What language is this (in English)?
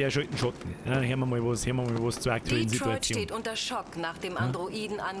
Bavarian